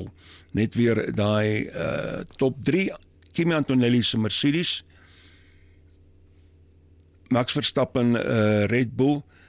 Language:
Afrikaans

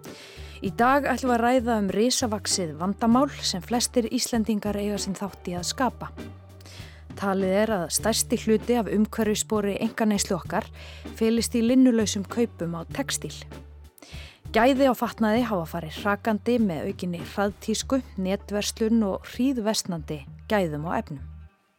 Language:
Icelandic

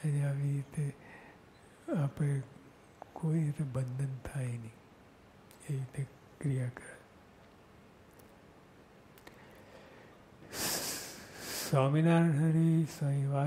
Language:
Gujarati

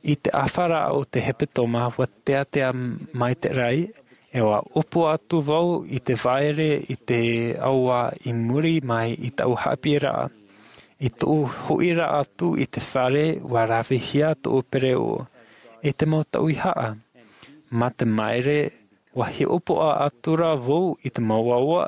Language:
Tahitian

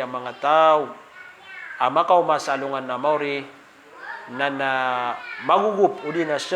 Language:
Maranao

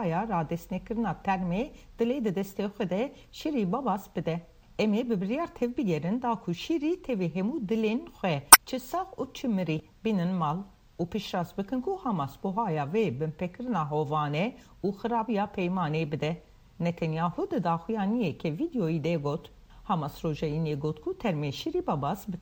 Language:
Kurdish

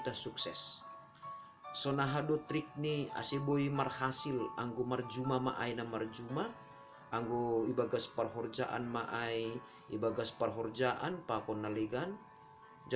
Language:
Batak Simalungun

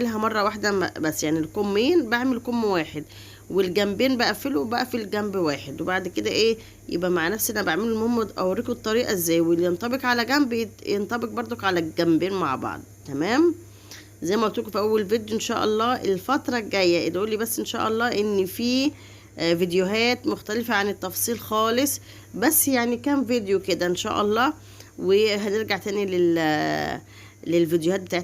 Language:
Egyptian Arabic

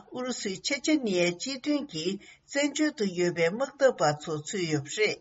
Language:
Tibetan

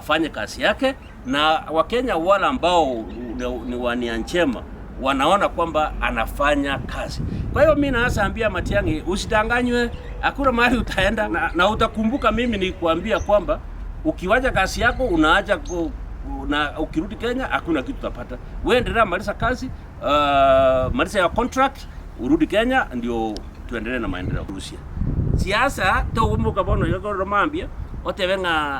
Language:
Gusii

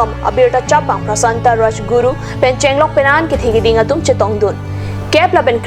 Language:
Karbi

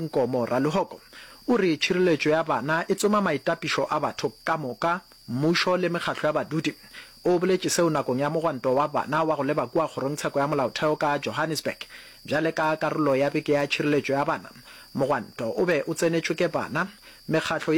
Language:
Northern Sotho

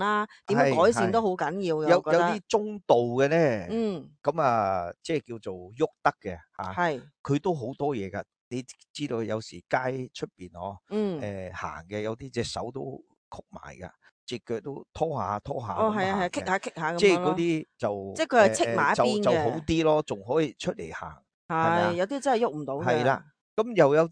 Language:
Cantonese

